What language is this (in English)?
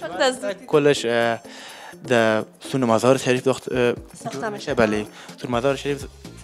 Persian